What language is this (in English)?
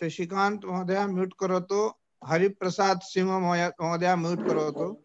Sanskrit